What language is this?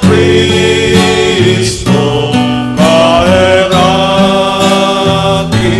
Bikol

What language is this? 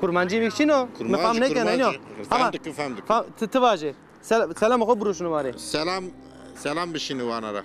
Zaza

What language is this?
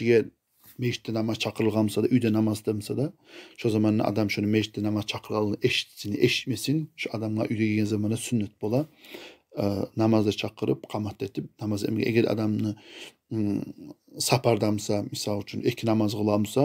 Kumyk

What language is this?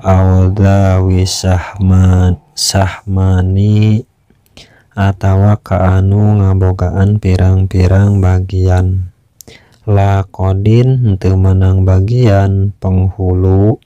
Sundanese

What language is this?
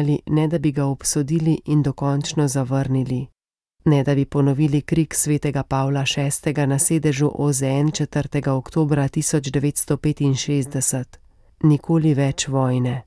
Slovenian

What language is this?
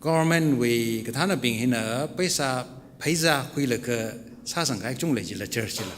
Tangkhul Naga (India)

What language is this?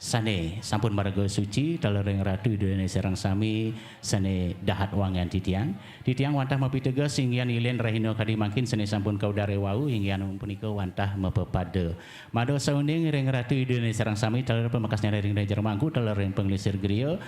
Balinese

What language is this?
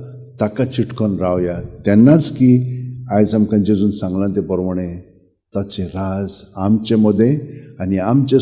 Konkani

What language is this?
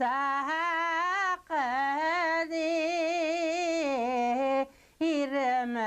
Bashkir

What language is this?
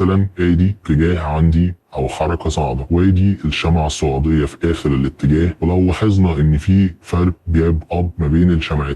Egyptian Arabic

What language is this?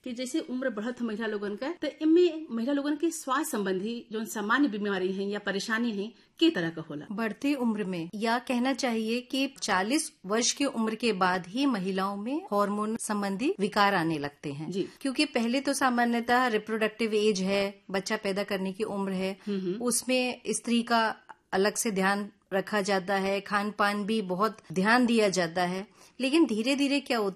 Bhojpuri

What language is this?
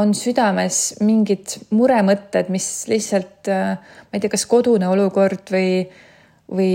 Estonian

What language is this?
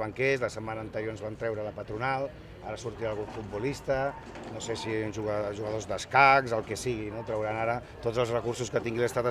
Catalan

